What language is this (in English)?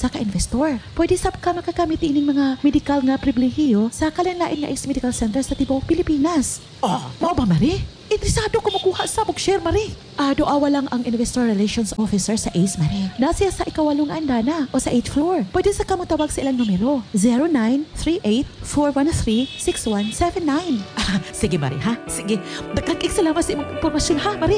Cebuano